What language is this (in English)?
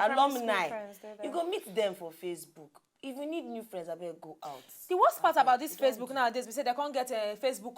Nigerian Pidgin